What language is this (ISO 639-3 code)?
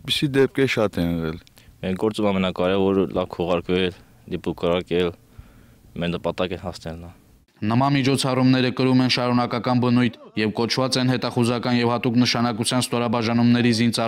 hye